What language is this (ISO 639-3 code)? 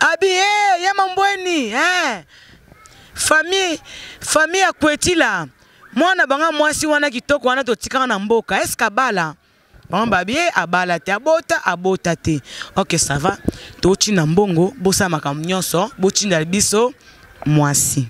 lin